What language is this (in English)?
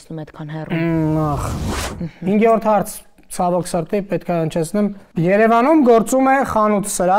Armenian